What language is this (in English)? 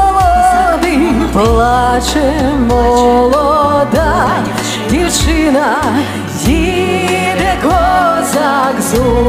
Ukrainian